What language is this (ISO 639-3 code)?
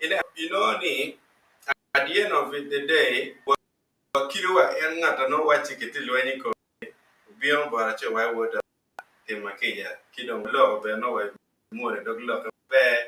ach